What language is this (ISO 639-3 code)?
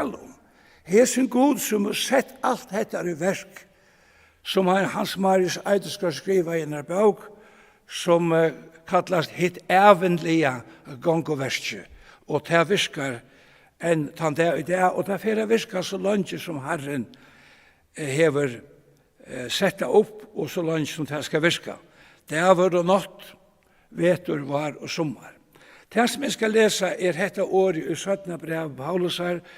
fao